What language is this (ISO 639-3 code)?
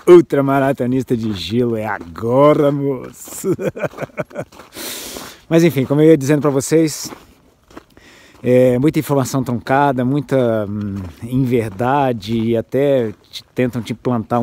por